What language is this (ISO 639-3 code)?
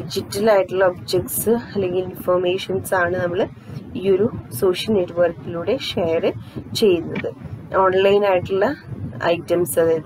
mal